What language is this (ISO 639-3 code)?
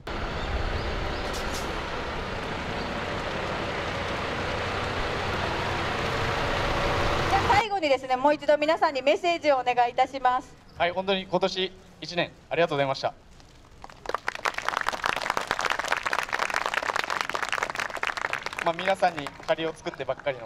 jpn